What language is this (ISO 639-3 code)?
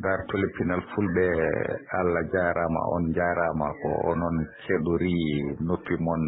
ful